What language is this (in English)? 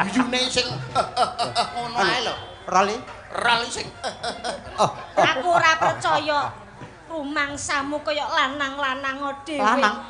Javanese